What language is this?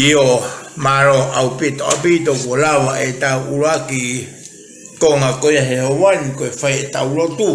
Tongan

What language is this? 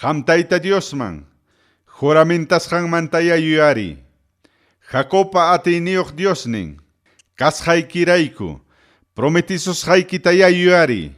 Ayacucho Quechua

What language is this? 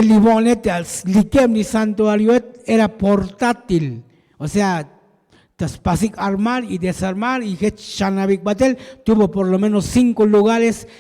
Tzotzil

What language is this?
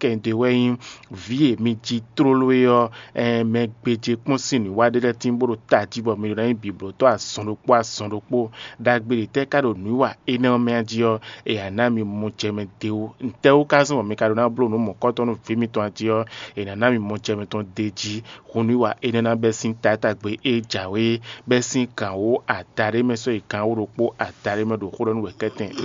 Fon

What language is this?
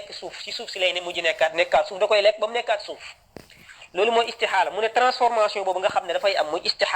Wolof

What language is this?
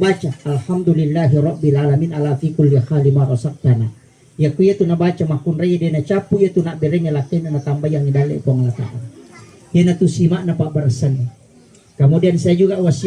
Buginese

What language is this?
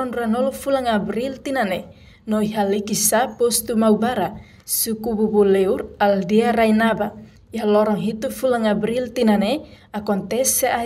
Tetum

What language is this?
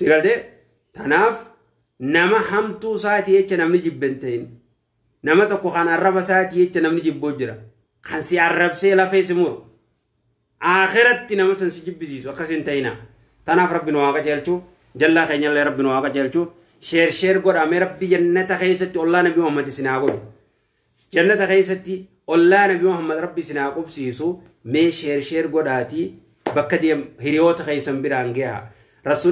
Oromo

